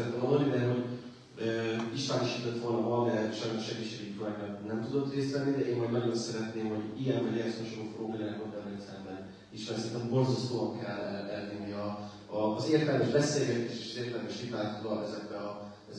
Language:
Hungarian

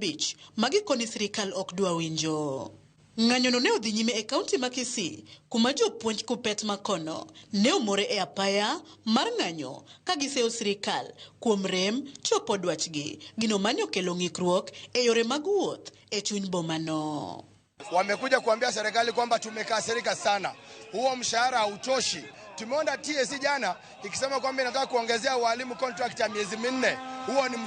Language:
Luo (Kenya and Tanzania)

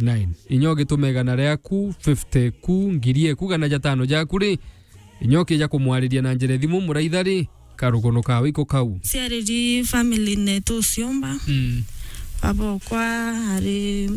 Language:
Meru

